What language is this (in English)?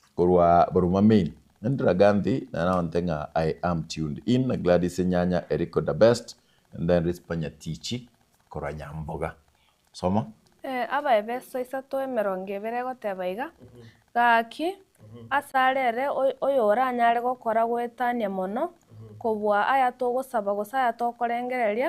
Gusii